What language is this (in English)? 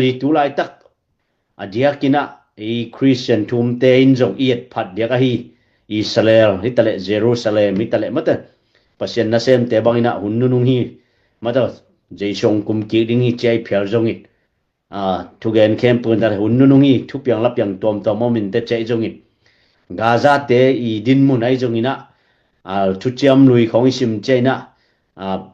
Tedim Chin